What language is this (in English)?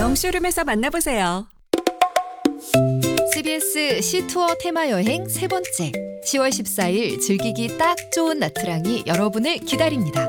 Korean